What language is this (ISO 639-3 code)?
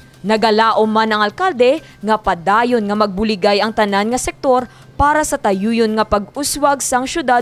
hil